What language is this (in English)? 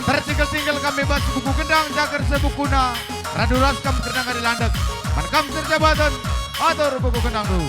Batak Karo